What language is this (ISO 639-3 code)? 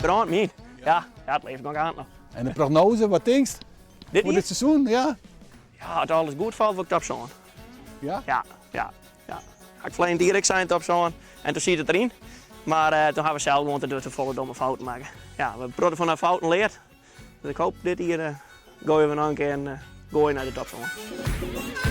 fry